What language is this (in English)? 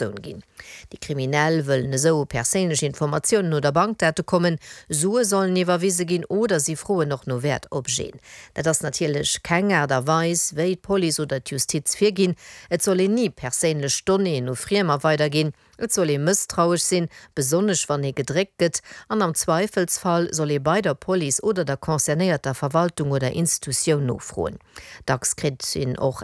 Luxembourgish